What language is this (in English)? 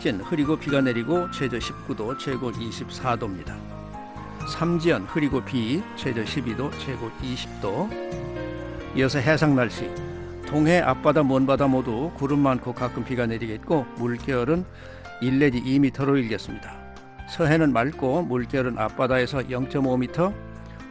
Korean